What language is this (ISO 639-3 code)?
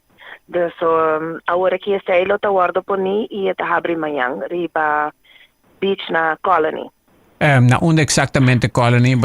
pap